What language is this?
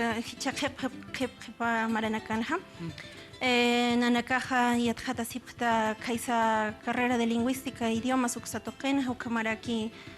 Aymara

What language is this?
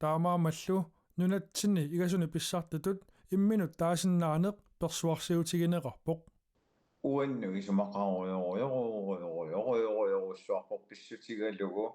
Kalaallisut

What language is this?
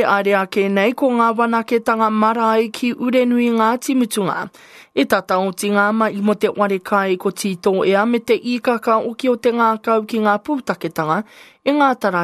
Māori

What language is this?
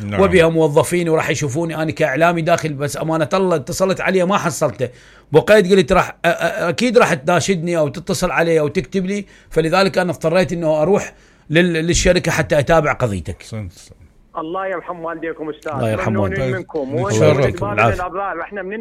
Mesopotamian Arabic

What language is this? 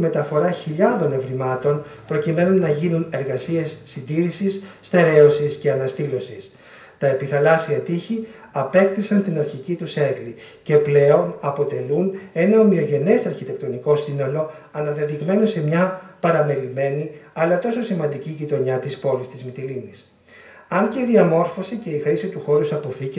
Greek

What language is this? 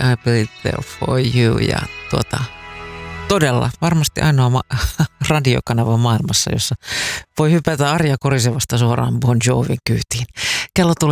Finnish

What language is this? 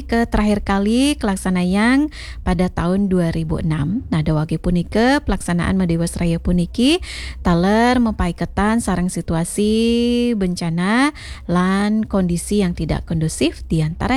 Balinese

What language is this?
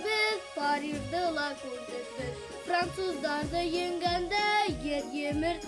Bashkir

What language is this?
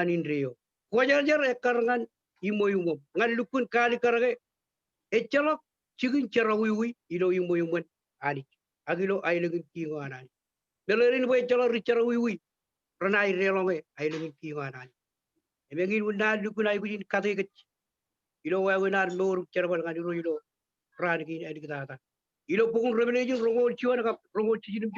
Marshallese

